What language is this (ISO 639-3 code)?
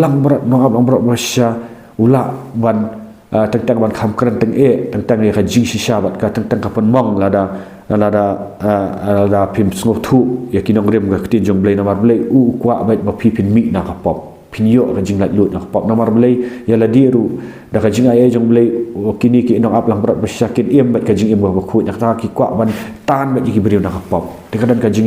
kha